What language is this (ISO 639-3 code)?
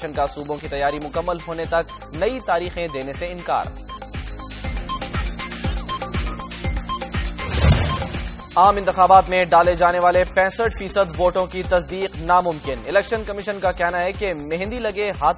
urd